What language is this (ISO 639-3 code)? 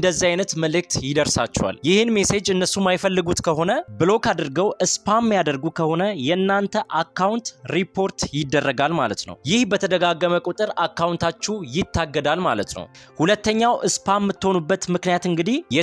amh